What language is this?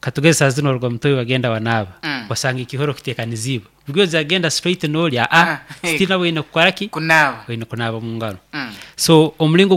Nyoro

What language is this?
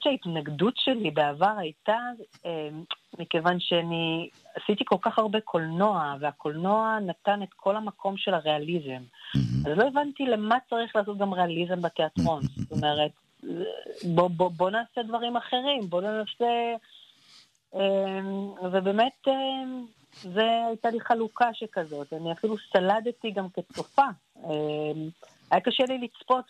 Hebrew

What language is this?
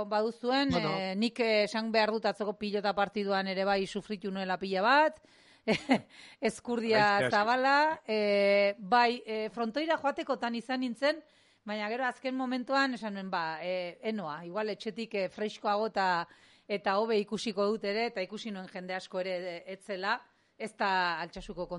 Basque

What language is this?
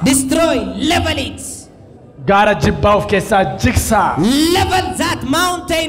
Oromo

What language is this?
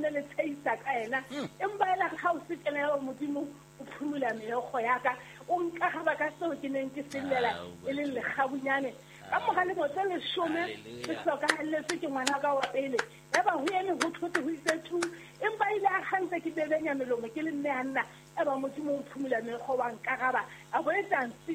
Southern Sotho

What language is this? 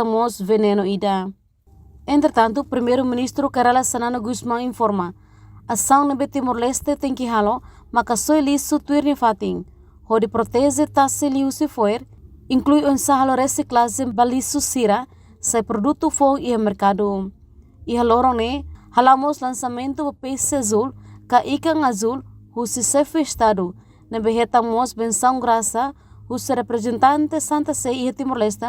Tetum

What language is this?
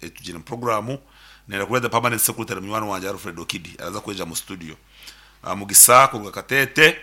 Nyankole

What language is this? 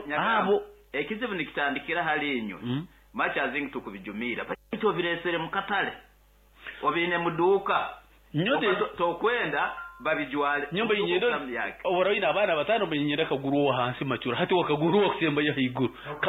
Nyankole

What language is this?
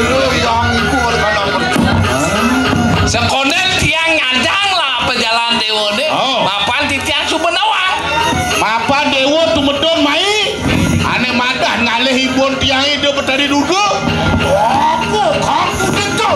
Balinese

